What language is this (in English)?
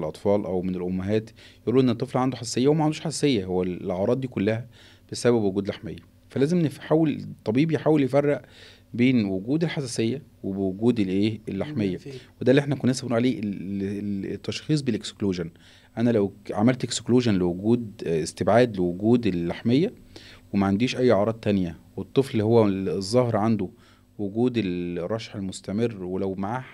Egyptian Arabic